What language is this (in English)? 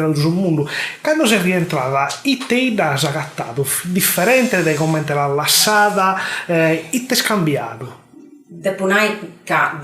Sardinian